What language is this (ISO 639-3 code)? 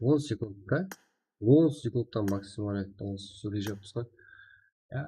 kaa